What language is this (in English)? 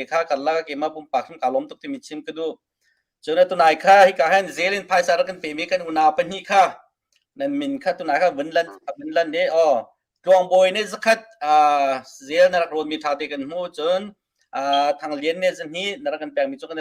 Hakha Chin